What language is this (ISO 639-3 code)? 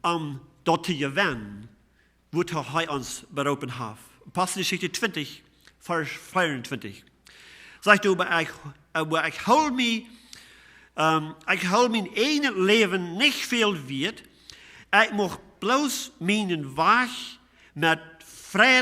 pdt